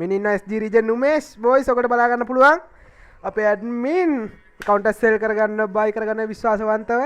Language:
Sinhala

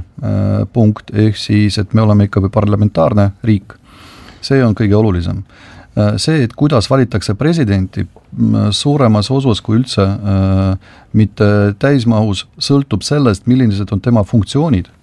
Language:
Estonian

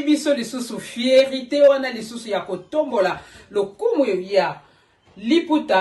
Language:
Lingala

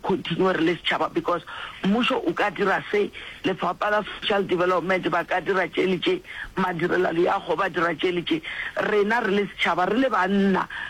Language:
Northern Sotho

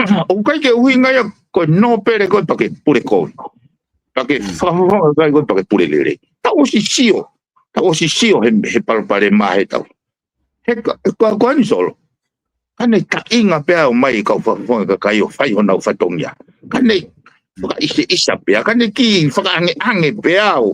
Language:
Tongan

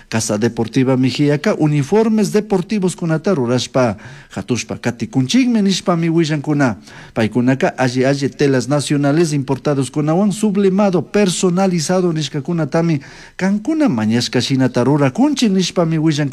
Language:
Chimborazo Highland Quichua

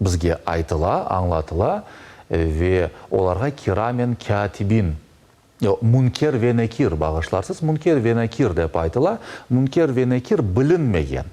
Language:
Crimean Tatar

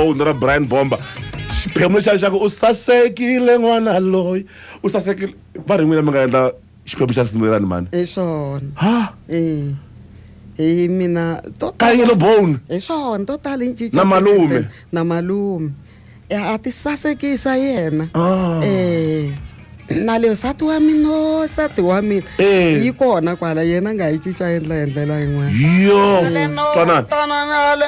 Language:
Tsonga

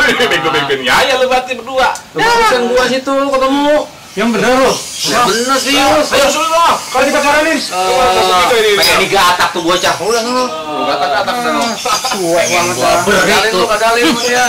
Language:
Betawi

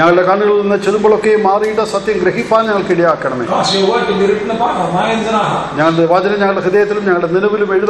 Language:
Malayalam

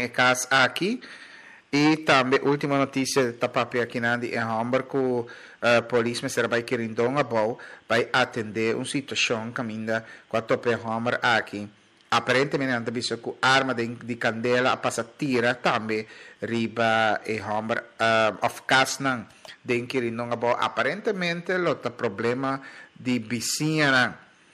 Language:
Papiamento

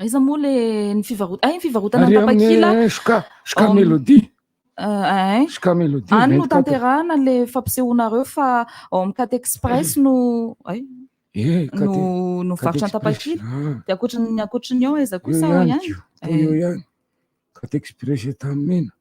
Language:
Malagasy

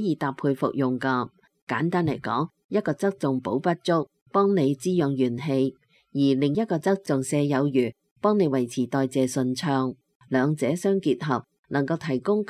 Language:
Cantonese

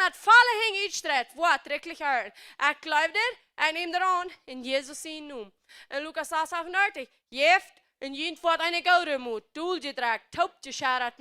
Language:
Plautdietsch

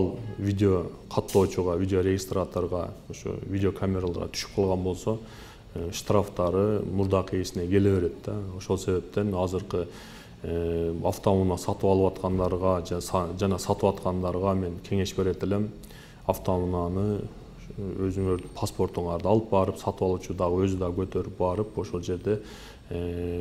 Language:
Kyrgyz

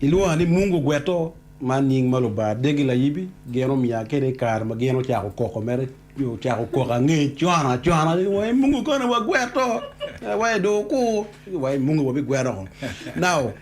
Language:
Acoli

